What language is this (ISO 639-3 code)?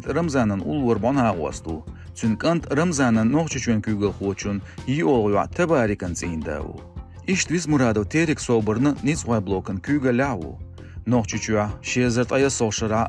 che